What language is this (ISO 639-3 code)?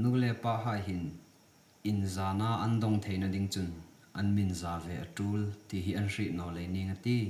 hmr